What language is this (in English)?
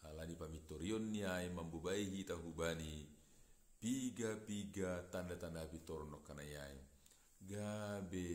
Batak Simalungun